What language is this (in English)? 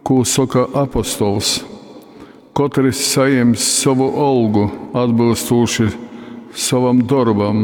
Latgalian